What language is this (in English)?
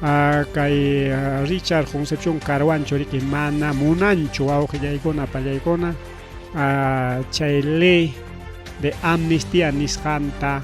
Ayacucho Quechua